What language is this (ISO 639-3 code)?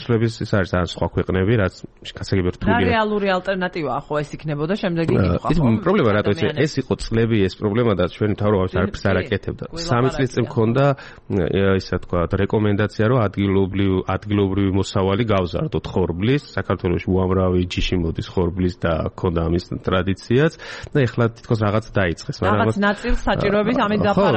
kat